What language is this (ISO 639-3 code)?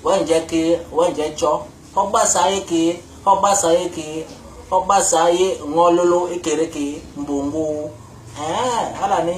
bas